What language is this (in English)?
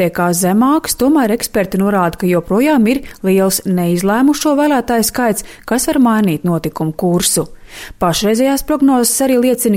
Latvian